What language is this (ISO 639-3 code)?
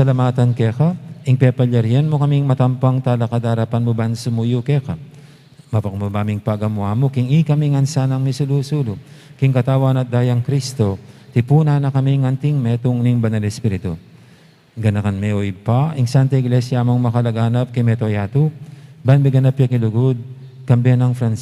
pam